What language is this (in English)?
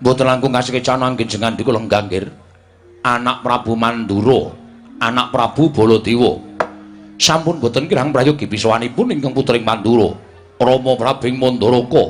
Javanese